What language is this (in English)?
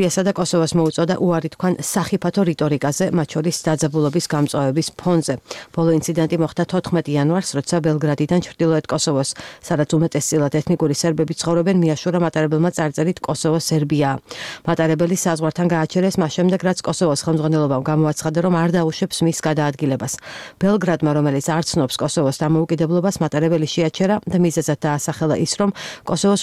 Georgian